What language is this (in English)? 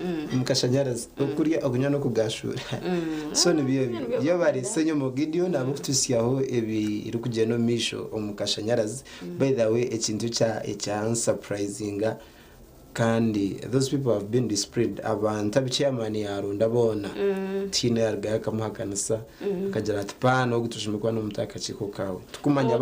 Nyankole